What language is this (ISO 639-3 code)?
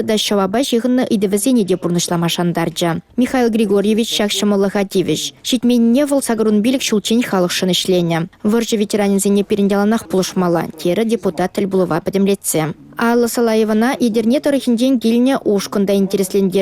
chv